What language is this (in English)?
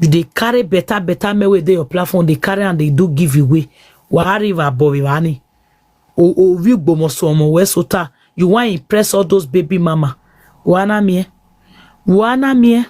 Nigerian Pidgin